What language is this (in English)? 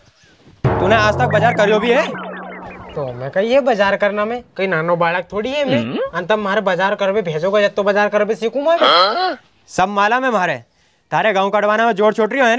Rajasthani